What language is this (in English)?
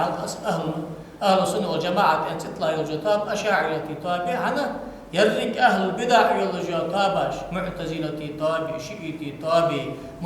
Ingush